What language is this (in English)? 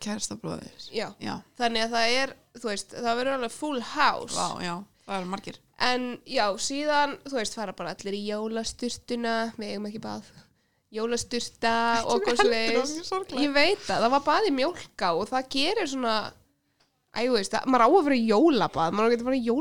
Icelandic